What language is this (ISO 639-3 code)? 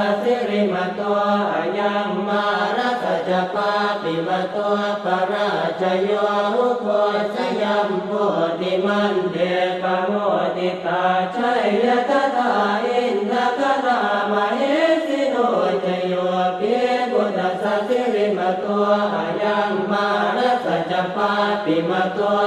pli